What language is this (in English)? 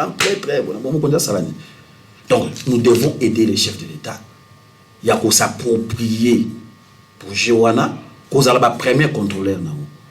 Lingala